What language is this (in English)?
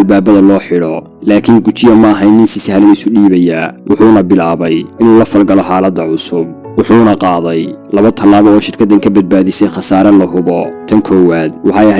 Somali